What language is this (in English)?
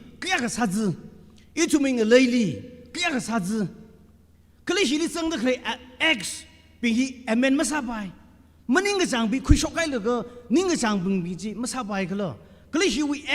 Tangkhul Naga (India)